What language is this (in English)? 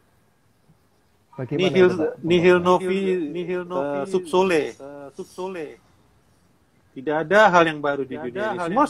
Indonesian